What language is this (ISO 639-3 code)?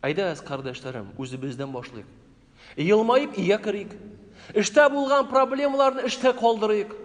tat